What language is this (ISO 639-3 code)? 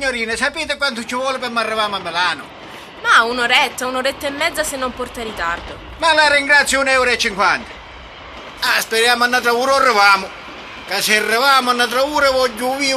scn